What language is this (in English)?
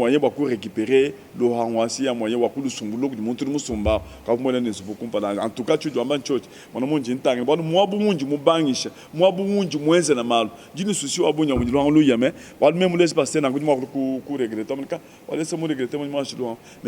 Luba-Lulua